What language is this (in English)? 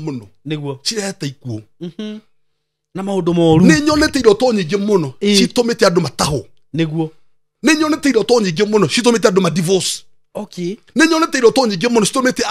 Kikuyu